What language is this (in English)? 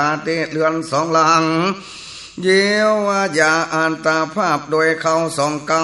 Northern Thai